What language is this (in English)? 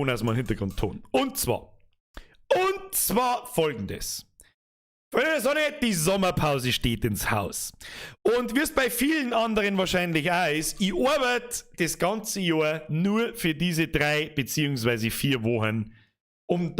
Bavarian